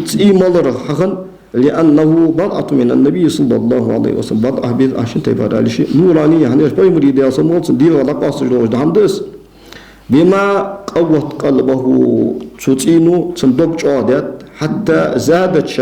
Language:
Ingush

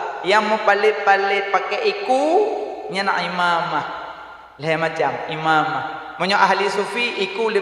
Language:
Achinese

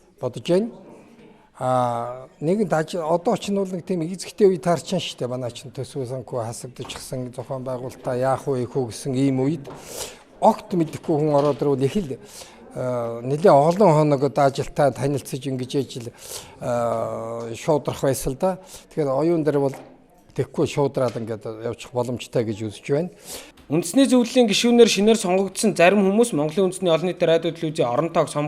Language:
Mongolian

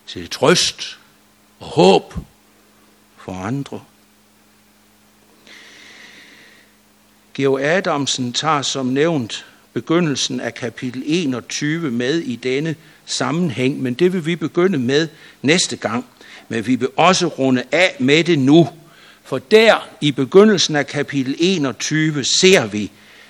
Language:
Danish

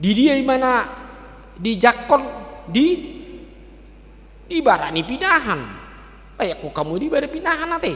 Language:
Batak Toba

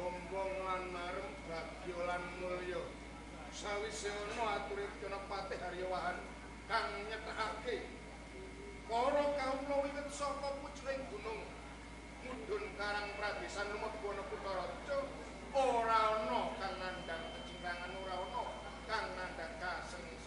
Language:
Javanese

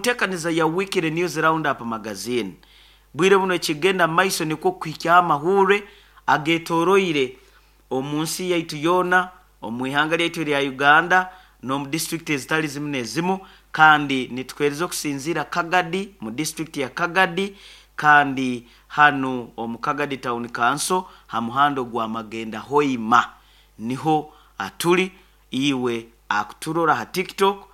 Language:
Nyoro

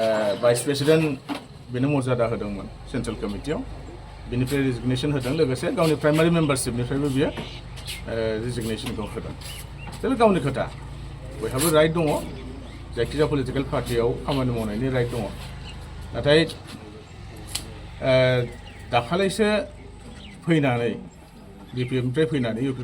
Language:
Bodo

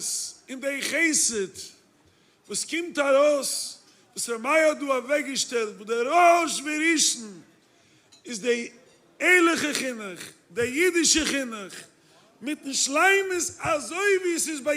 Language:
Yiddish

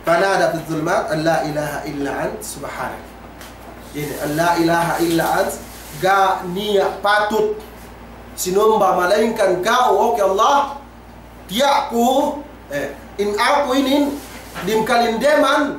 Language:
Yakan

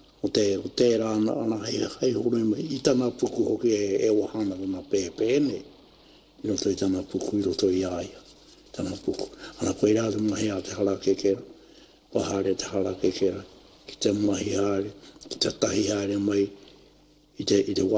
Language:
Māori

